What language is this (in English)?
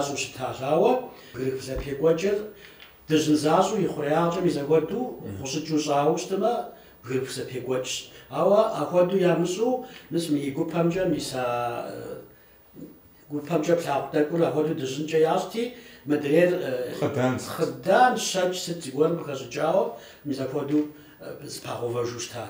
Kabardian